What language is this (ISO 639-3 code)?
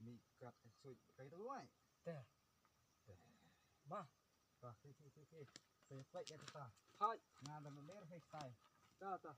kha